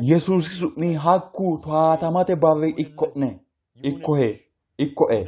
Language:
Sidamo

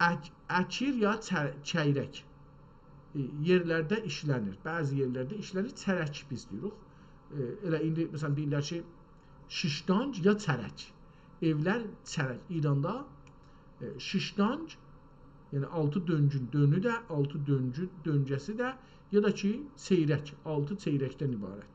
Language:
South Azerbaijani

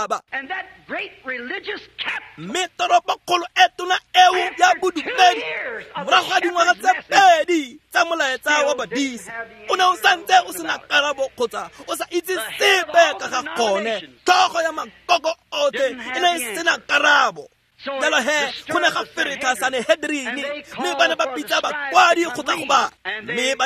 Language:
Tswana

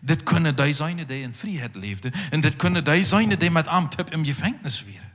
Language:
Plautdietsch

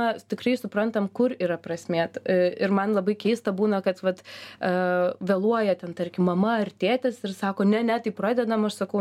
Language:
Lithuanian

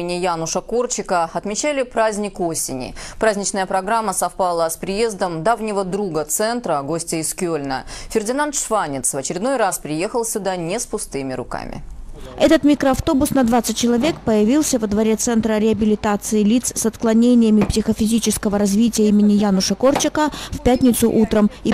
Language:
Russian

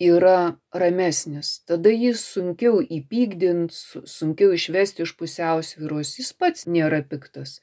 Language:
Lithuanian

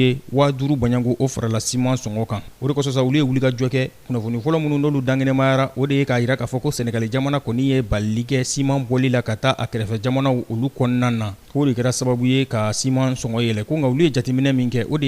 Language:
Bambara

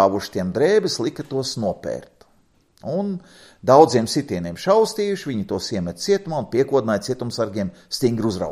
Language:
Latvian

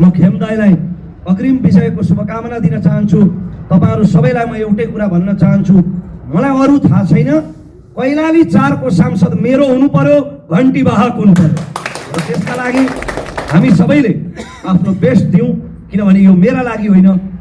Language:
Nepali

